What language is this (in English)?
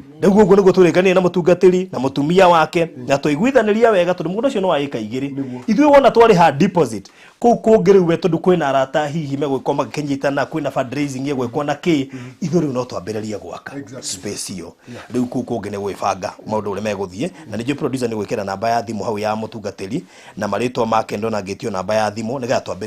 Kikuyu